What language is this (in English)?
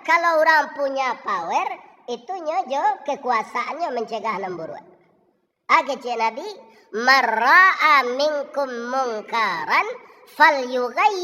Minangkabau